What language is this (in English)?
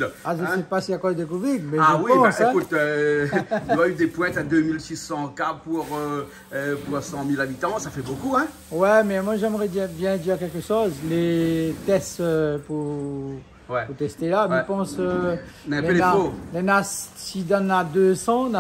Réunion Creole French